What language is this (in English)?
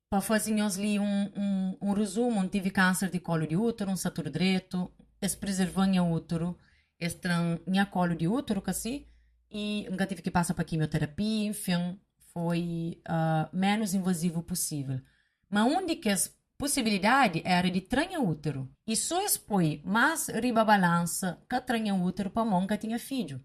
Kabuverdianu